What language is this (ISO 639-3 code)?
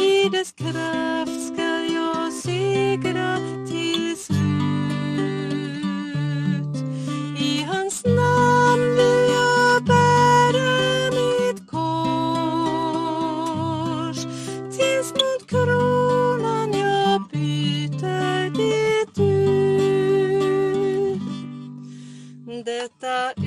swe